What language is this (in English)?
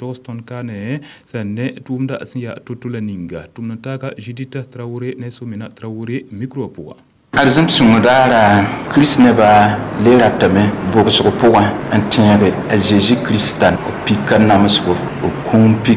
Mossi